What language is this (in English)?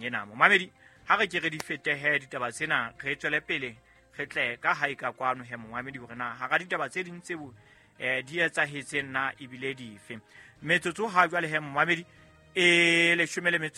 Southern Sotho